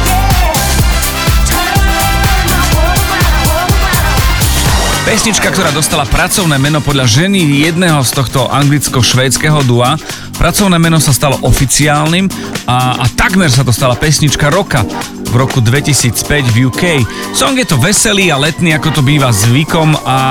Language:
Slovak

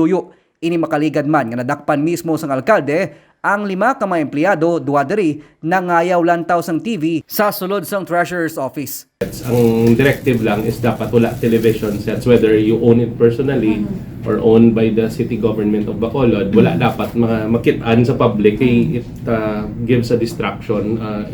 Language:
Hiligaynon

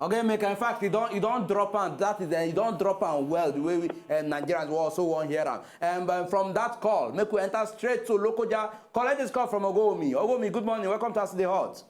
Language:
Nigerian Pidgin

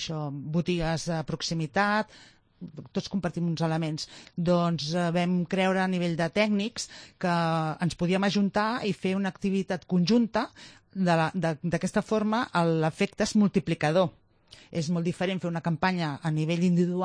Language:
Catalan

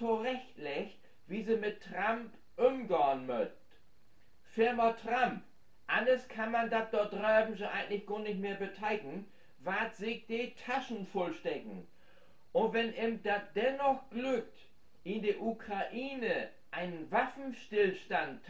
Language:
Low German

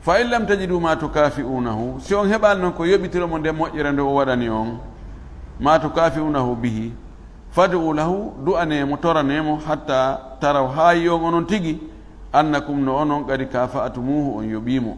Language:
Fula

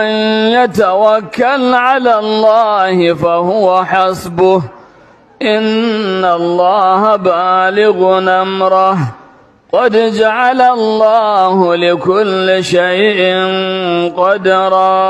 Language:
Hausa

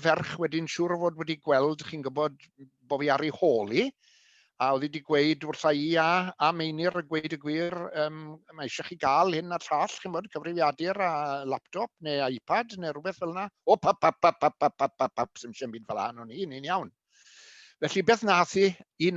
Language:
Welsh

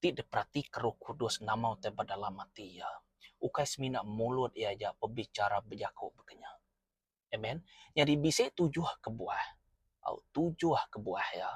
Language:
Iban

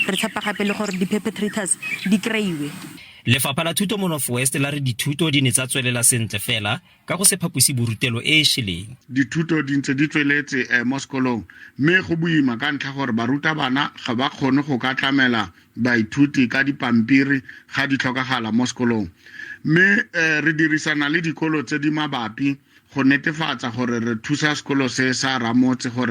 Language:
Tswana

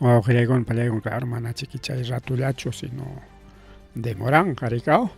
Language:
Ayacucho Quechua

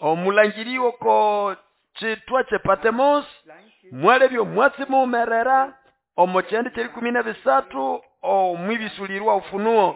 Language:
Nande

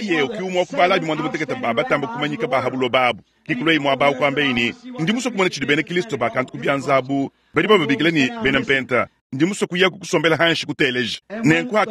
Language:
Luba-Lulua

